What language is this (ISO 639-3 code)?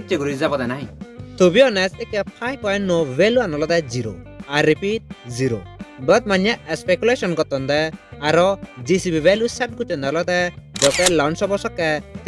ccp